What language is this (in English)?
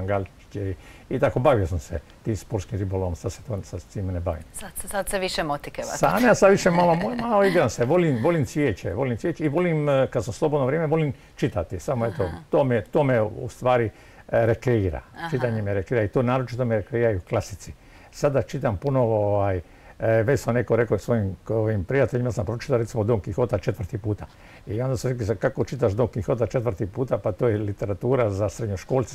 Croatian